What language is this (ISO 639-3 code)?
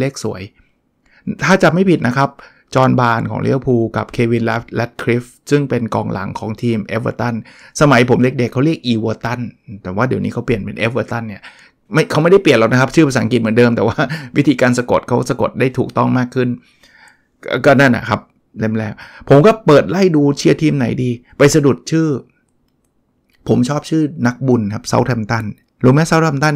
tha